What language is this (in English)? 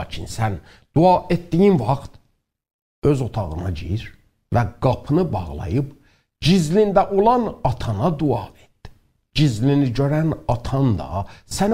South Azerbaijani